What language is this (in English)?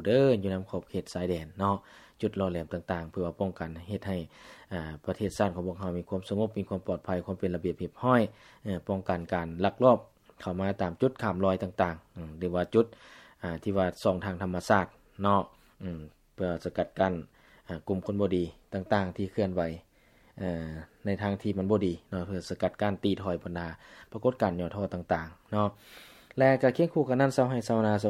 Lao